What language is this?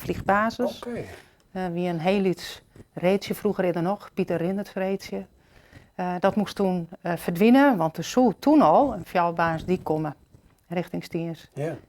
Western Frisian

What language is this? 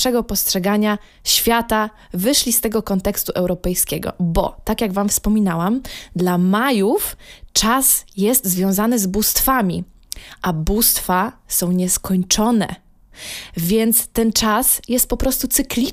Polish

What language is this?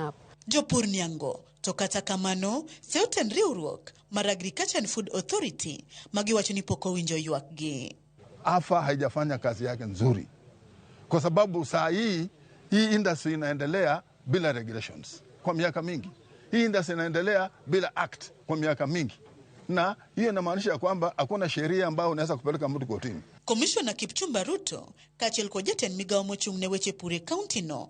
Luo (Kenya and Tanzania)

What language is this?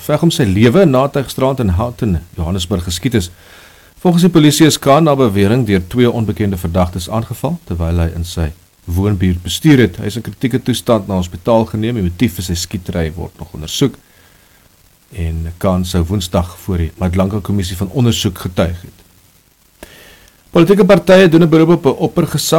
Afrikaans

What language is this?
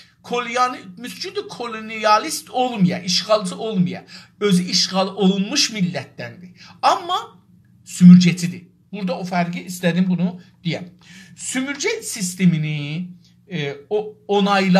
South Azerbaijani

